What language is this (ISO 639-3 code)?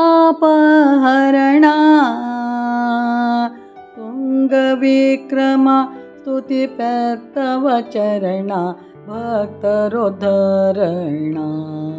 kan